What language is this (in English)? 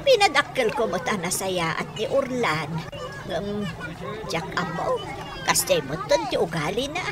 Iloko